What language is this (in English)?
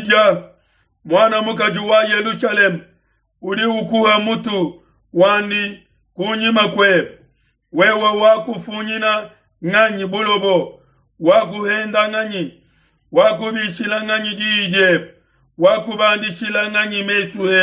Luba-Lulua